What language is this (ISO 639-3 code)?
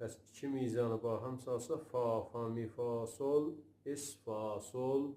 azb